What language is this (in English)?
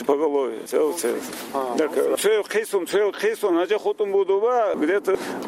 Avaric